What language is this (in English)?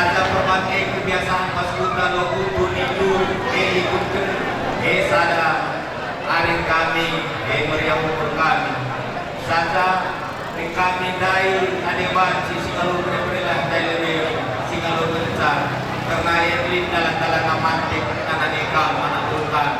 Batak Karo